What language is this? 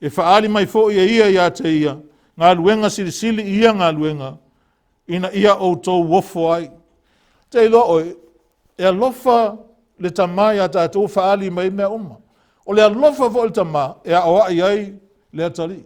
Samoan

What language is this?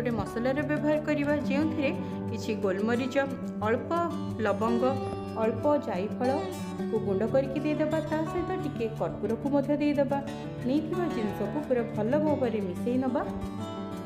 Odia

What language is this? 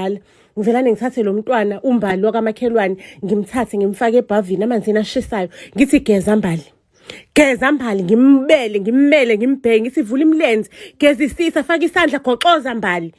Zulu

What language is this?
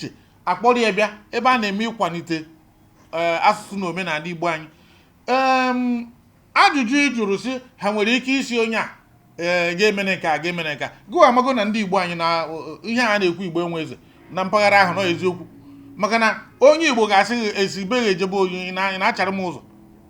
Igbo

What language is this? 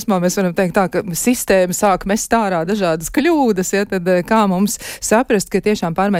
Latvian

